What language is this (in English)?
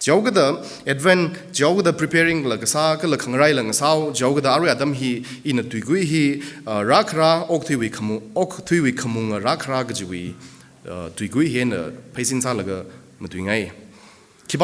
Tangkhul Naga (India)